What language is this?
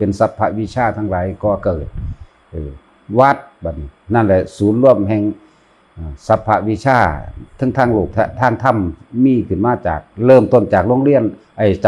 Lao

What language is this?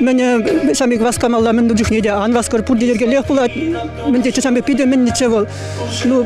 Chuvash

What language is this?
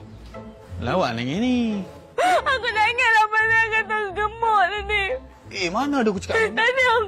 Malay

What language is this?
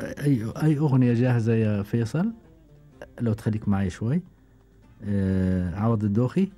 Gulf Arabic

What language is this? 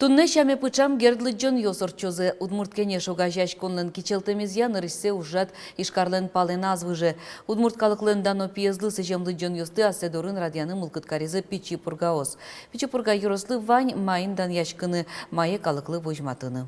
Udmurt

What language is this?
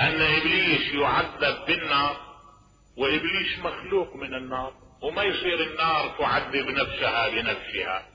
Mesopotamian Arabic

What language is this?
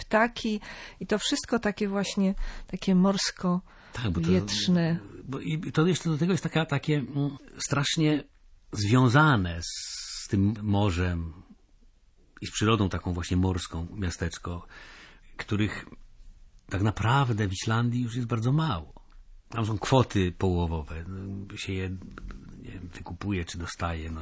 Polish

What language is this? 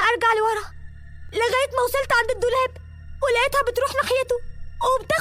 Egyptian Arabic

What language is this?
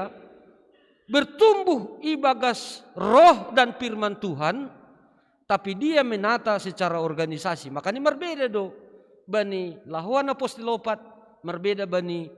Batak Simalungun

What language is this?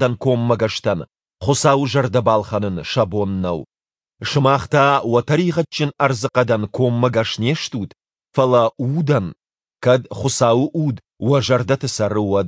Ossetic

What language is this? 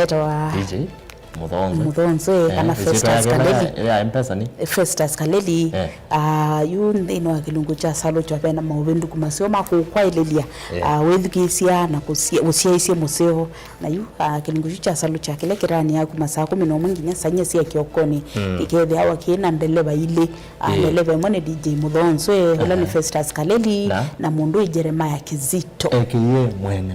Kamba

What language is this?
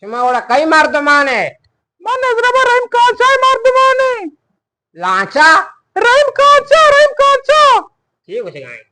Eastern Balochi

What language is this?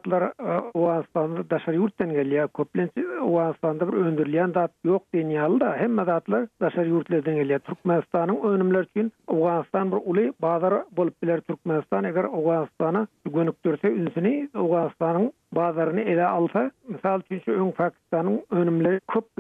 Turkmen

